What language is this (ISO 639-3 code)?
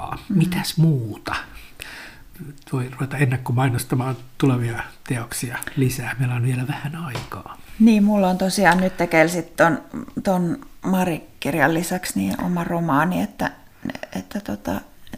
fin